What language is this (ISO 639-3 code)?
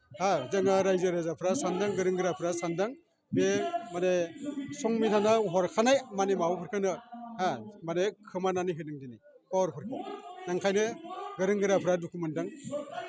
brx